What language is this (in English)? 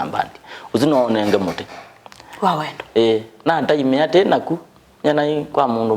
Kamba